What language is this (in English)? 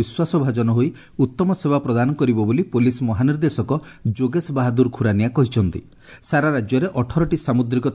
Odia